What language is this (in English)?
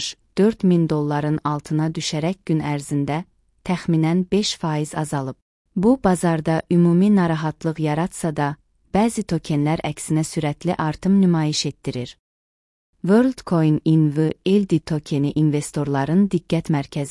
Azerbaijani